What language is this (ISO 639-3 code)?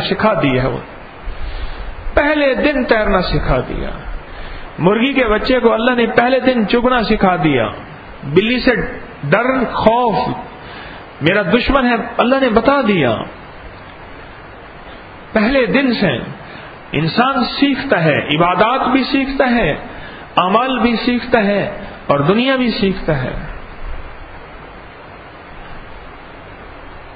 urd